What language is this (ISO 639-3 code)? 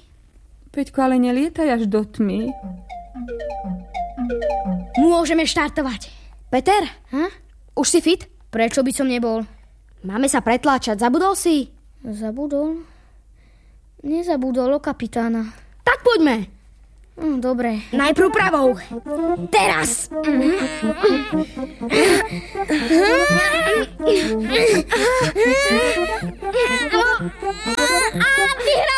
slk